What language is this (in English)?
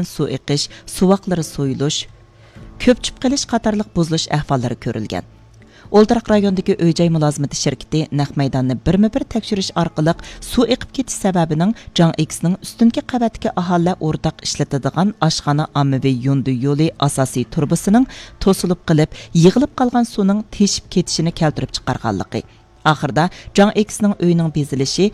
Uyghur